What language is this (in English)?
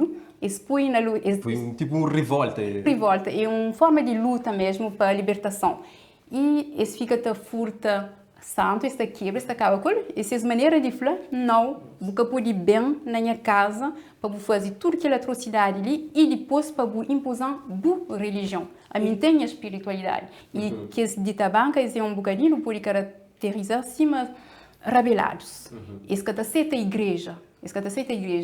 Kabuverdianu